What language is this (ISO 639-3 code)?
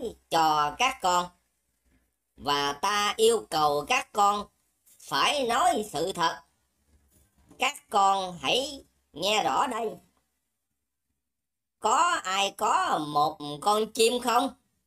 vie